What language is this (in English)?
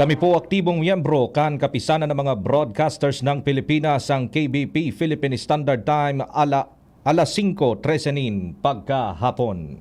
Bikol